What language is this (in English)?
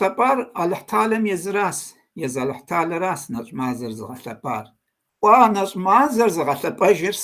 Kabardian